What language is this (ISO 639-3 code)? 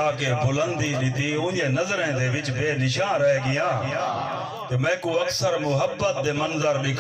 skr